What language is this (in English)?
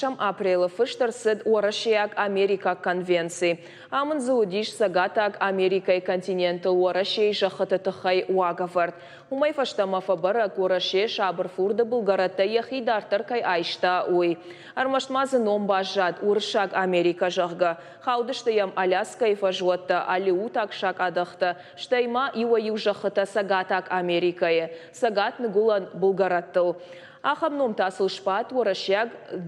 Ossetic